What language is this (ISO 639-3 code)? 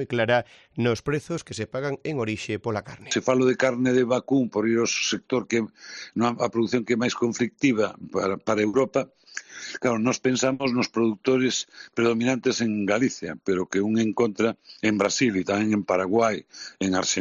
glg